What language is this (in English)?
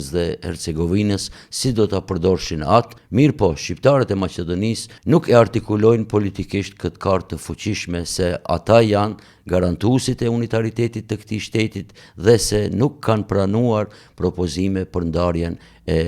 Albanian